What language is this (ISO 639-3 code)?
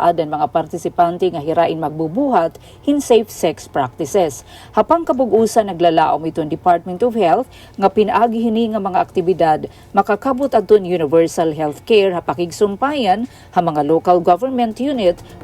war